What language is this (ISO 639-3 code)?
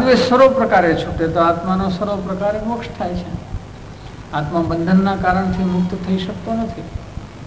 guj